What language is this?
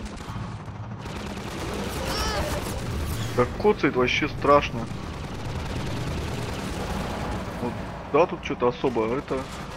Russian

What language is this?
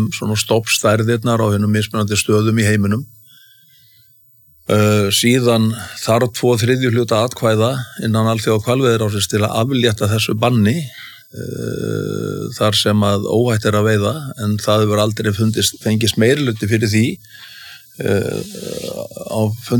Icelandic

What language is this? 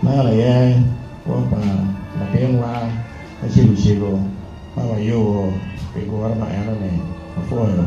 Acoli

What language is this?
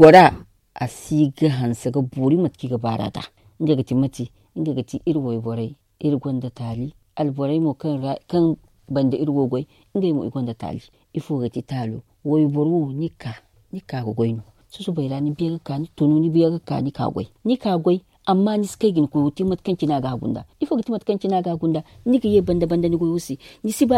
Zarma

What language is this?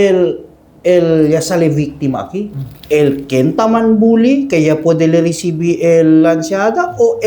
Chavacano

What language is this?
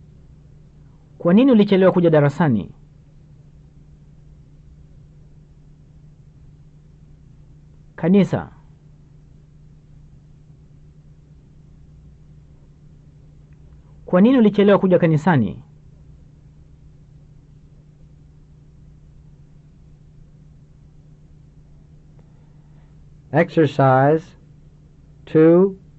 Swahili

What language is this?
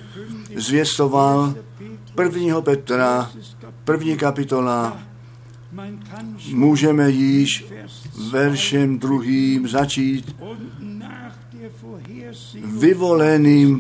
Czech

